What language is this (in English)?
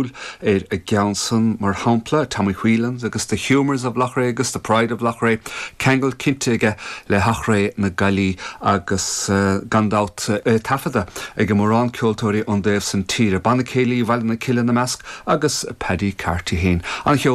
Irish